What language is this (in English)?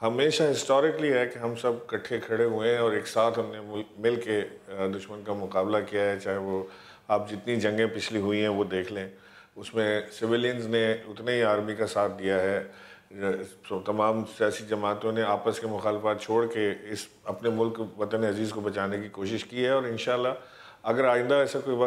Urdu